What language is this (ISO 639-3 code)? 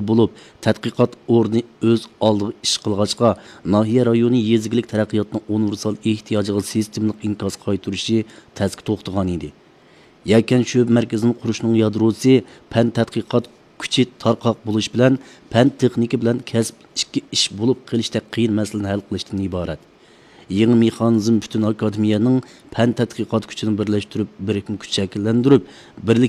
uig